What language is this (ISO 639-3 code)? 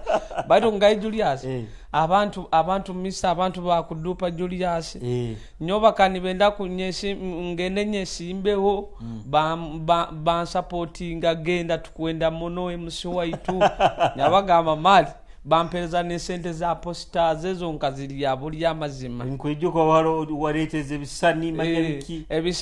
nyo